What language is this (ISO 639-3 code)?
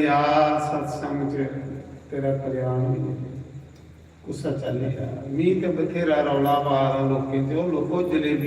doi